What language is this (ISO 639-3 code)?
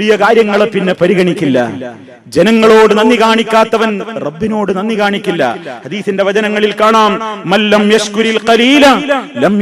mal